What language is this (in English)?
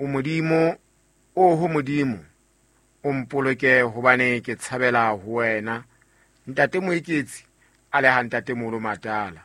Southern Sotho